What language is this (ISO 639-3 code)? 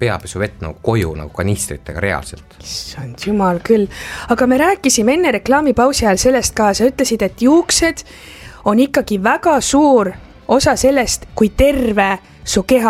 est